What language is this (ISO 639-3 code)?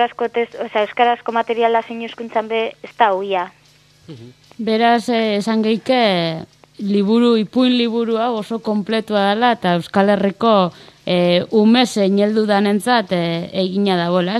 eus